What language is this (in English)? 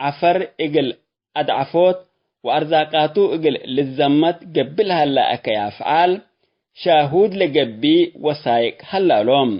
Tigre